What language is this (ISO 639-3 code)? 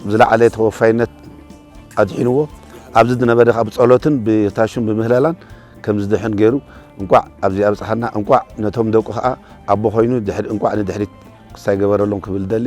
tir